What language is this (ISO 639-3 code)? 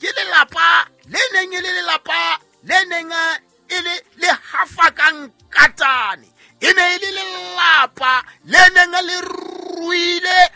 sot